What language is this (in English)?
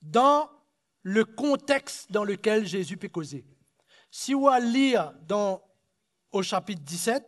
Morisyen